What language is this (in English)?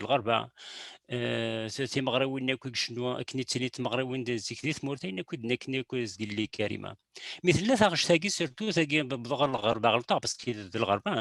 Kabyle